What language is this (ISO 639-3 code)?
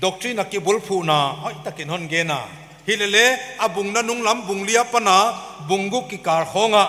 pck